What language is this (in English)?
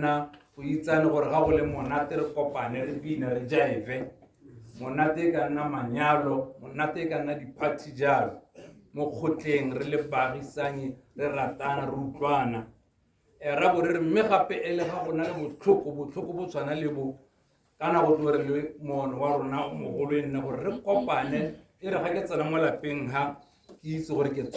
Tswana